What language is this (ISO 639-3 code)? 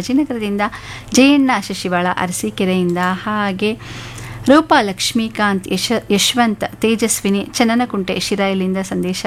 kan